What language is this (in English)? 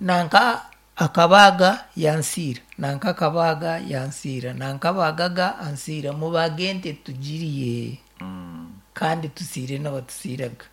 Nyankole